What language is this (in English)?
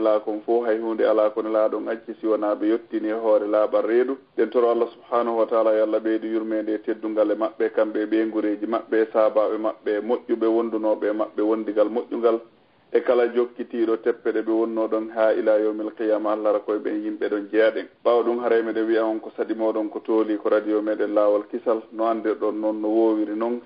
Fula